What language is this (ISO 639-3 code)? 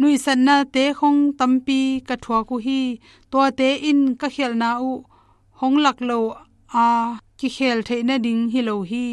ctd